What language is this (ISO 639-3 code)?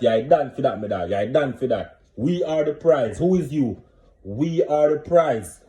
jam